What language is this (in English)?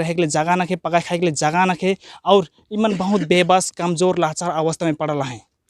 Sadri